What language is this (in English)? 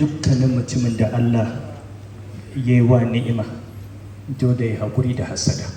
Hausa